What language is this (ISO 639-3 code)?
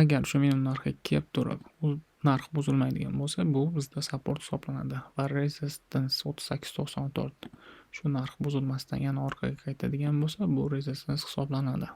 uzb